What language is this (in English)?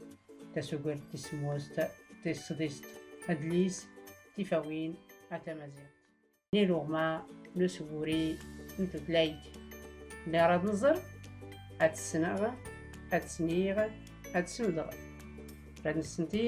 Tachelhit